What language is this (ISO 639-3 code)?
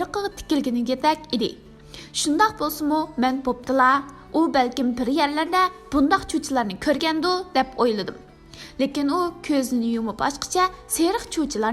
uig